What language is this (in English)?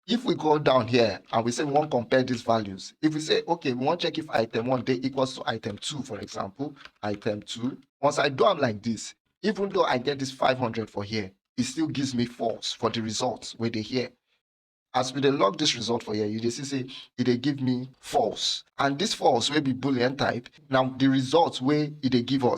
Nigerian Pidgin